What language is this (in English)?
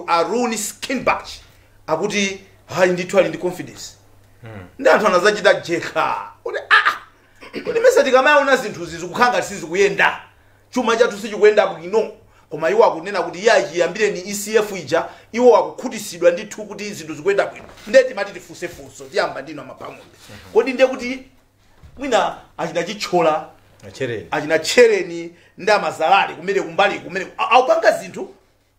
Nyanja